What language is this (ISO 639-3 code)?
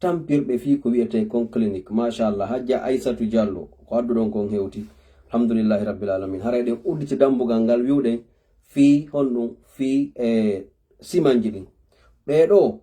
ful